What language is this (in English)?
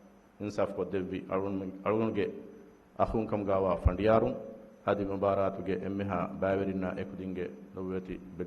Divehi